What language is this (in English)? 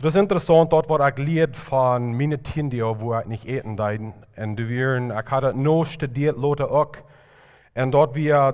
Plautdietsch